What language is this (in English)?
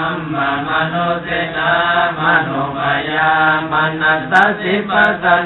Pali